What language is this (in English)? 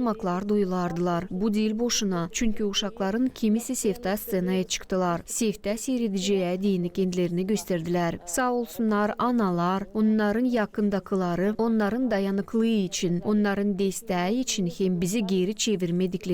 Gagauz